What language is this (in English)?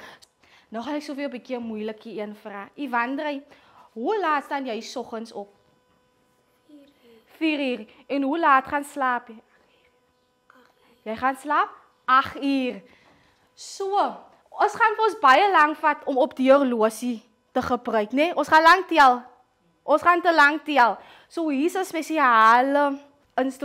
Afrikaans